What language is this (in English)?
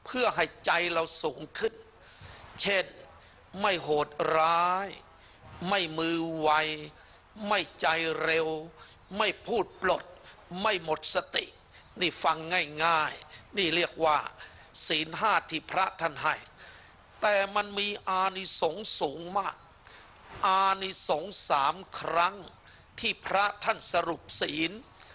Thai